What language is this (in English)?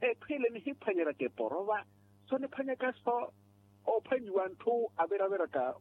Makhuwa